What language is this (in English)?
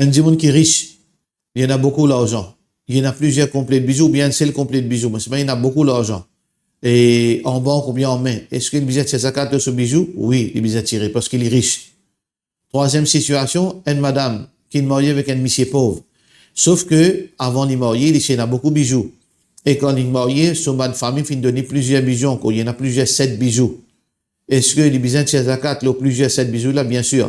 Morisyen